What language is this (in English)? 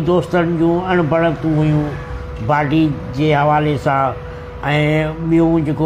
Sindhi